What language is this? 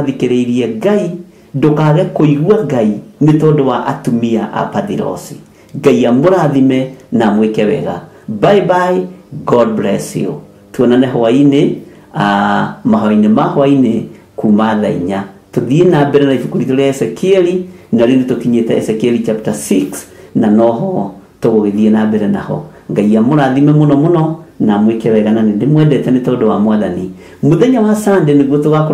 Kikuyu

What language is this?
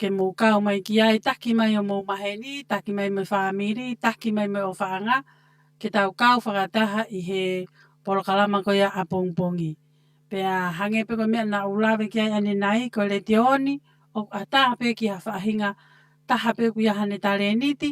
Tongan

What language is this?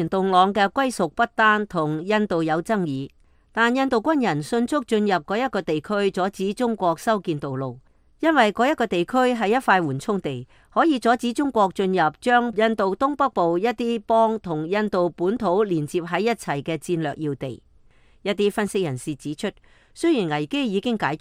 Cantonese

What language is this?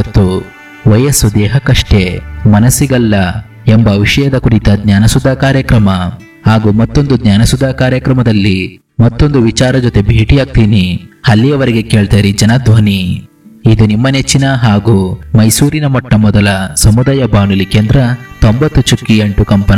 Kannada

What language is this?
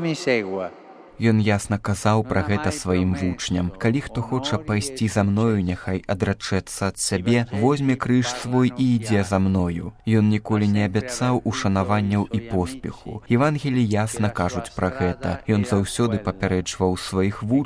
Belarusian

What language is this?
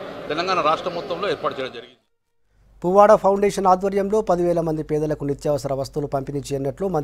Telugu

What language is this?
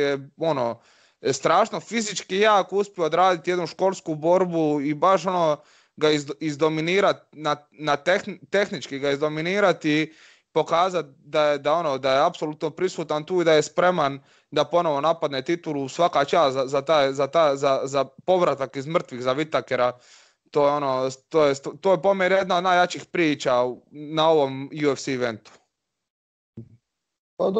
Croatian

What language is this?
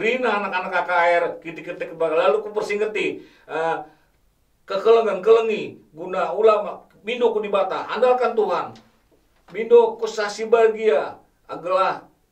Batak Karo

